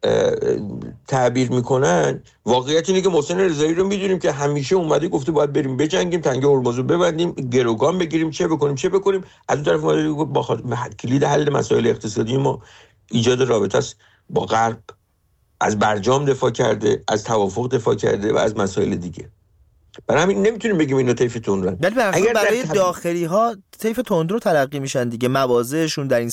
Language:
Persian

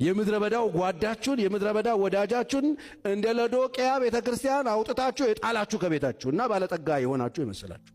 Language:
Amharic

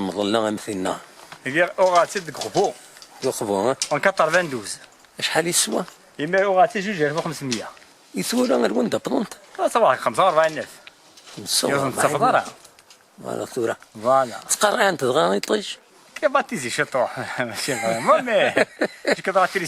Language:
Kabyle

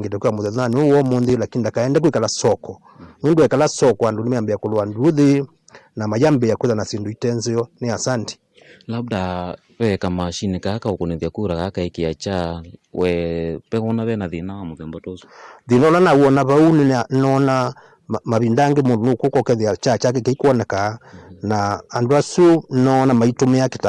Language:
Kamba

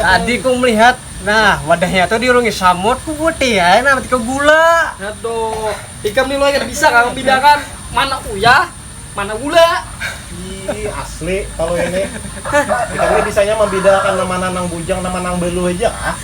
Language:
Banjar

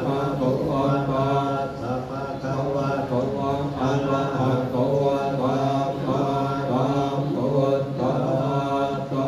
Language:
Pali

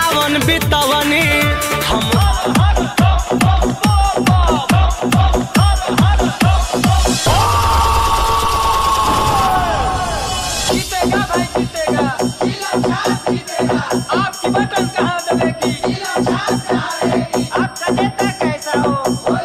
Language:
Bhojpuri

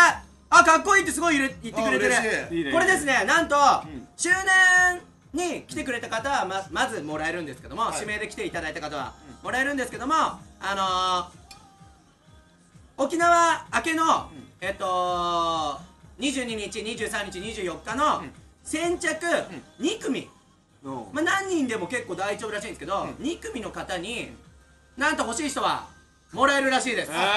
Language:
Japanese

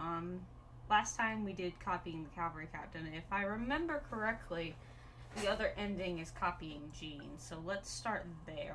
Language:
English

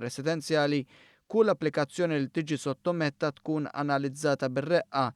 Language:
Maltese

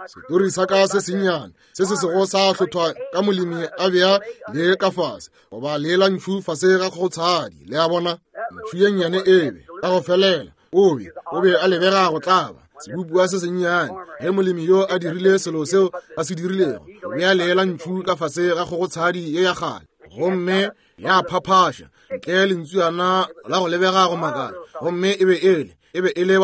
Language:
Northern Sotho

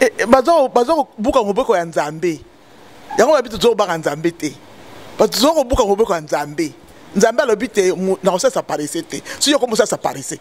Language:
Lingala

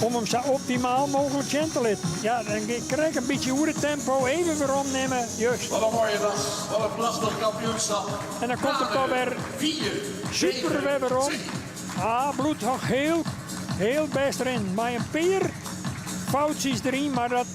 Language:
Western Frisian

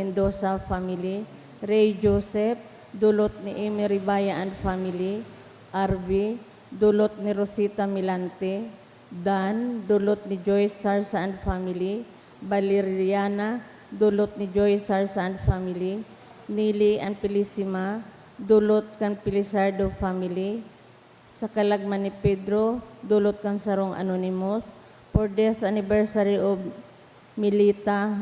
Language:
Bikol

